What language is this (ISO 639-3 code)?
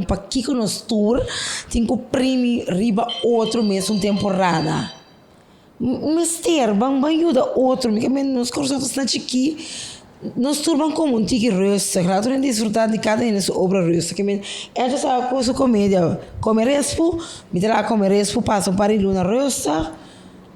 pap